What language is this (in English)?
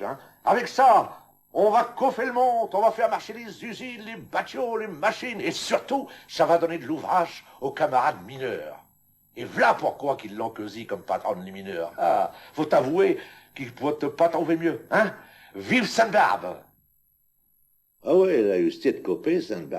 Picard